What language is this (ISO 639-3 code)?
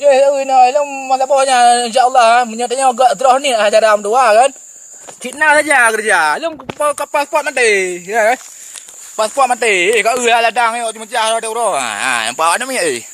ace